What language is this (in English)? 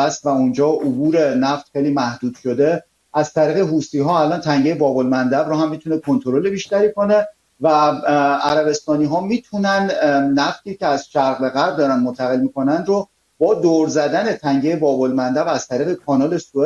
Persian